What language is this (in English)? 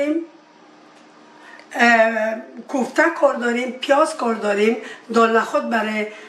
Persian